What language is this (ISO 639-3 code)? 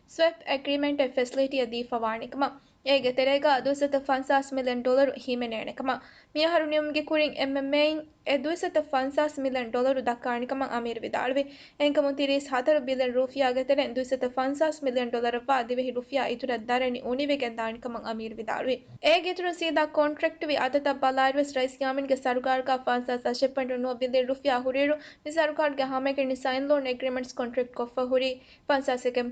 div